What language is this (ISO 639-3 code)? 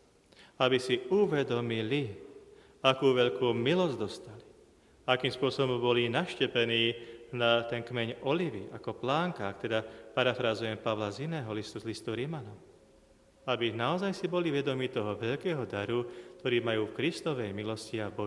slk